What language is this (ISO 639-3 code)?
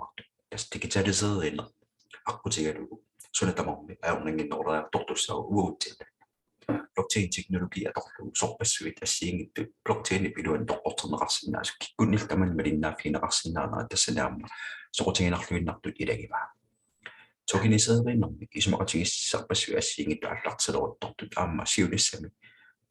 kal